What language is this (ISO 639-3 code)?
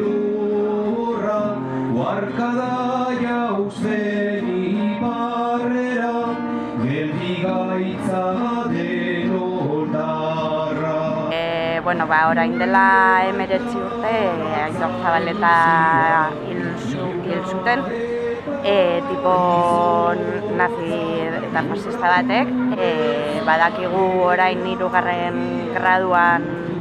eus